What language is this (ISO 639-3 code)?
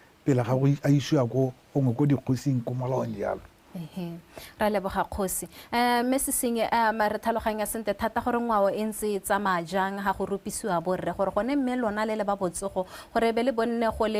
tsn